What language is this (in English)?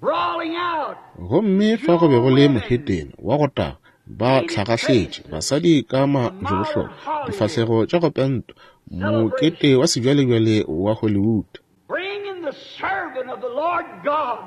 Northern Sotho